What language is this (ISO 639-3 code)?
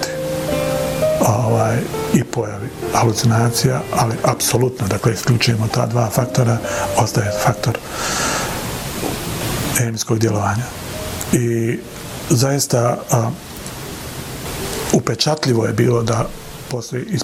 bos